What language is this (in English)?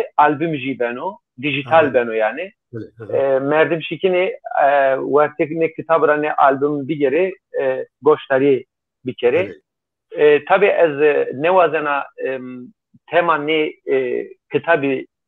Zaza